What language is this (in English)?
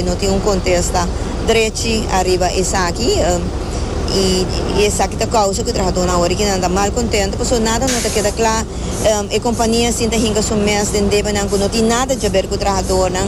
Papiamento